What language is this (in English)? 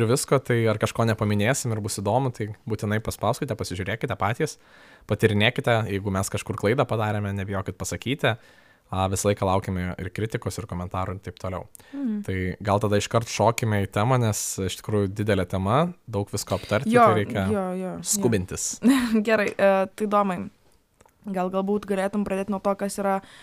Lithuanian